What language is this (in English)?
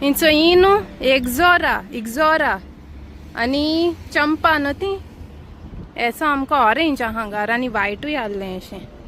Konkani